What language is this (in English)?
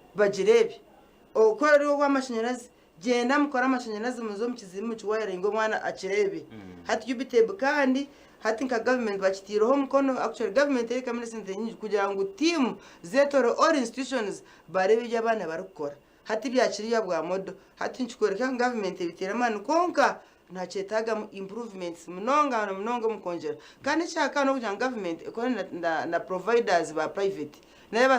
Nyankole